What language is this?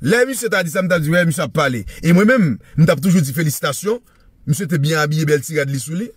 Haitian Creole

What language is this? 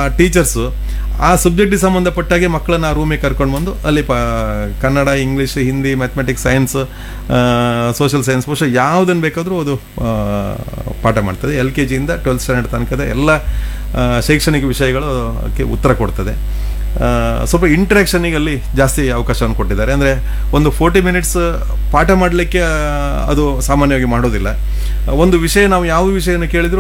Kannada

